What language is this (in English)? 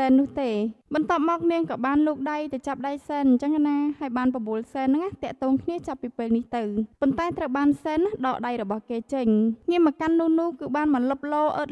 Khmer